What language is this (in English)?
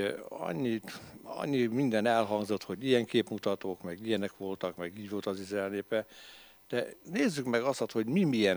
Hungarian